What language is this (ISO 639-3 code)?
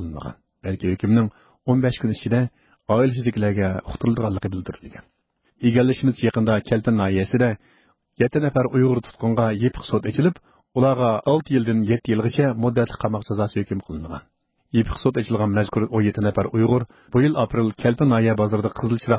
uig